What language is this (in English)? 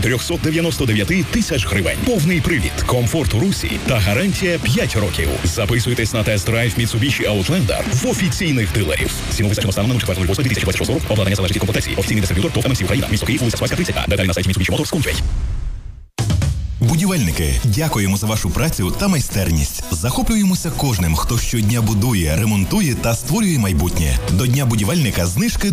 Ukrainian